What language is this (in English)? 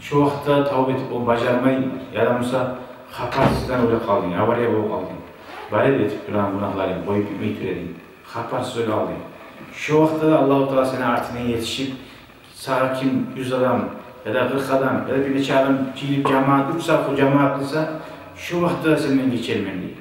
Kumyk